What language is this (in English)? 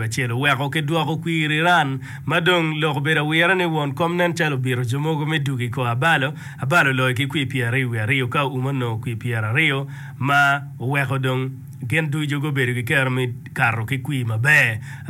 Acoli